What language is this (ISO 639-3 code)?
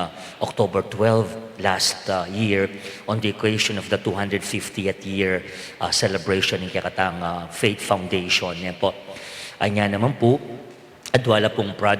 pam